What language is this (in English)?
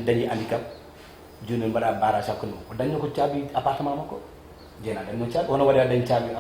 Fula